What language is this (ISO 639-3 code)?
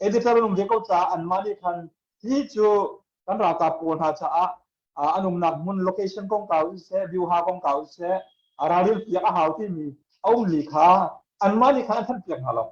cnh